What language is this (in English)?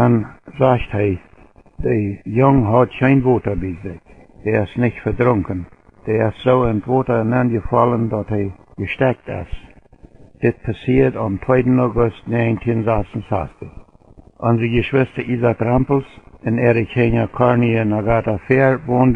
Plautdietsch